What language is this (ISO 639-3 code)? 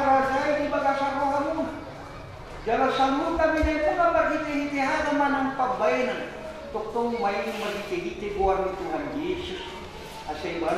bbc